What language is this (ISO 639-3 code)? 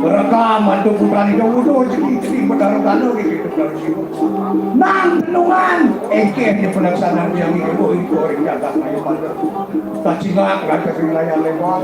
ban